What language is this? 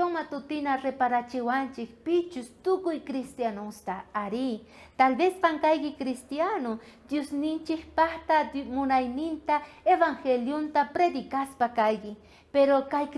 South Bolivian Quechua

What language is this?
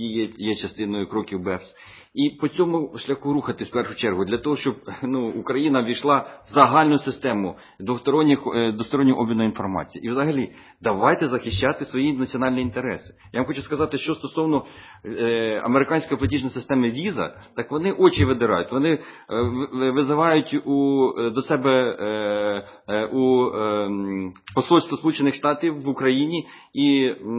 Ukrainian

